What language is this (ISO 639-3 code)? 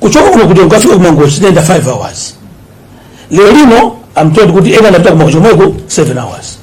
nya